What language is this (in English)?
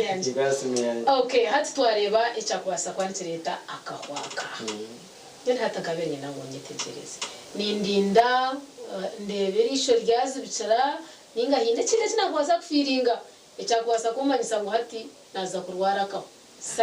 Nyankole